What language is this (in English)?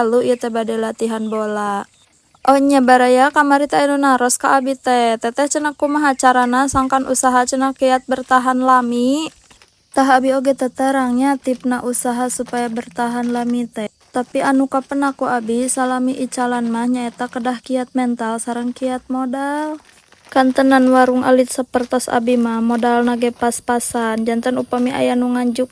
Sundanese